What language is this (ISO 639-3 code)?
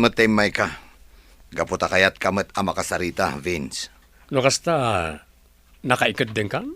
ilo